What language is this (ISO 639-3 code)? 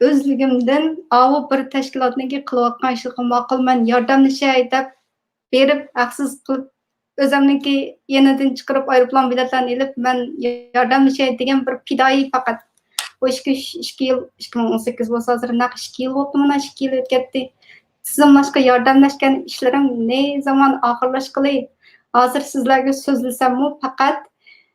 uig